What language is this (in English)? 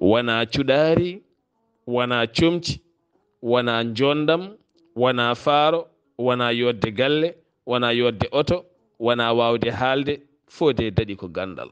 Fula